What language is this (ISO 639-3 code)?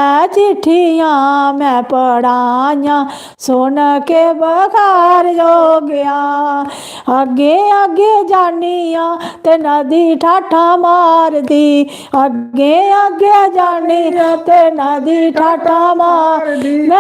doi